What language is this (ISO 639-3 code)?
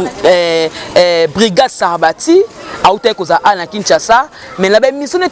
lin